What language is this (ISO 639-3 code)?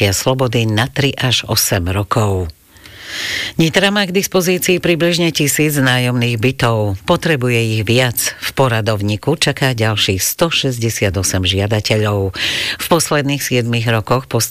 slk